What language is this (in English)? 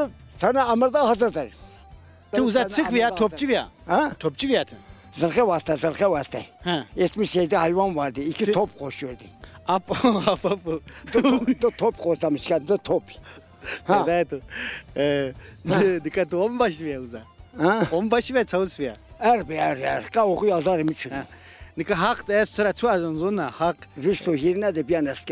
Zaza